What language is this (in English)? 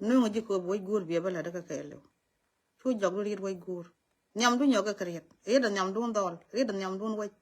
Nuer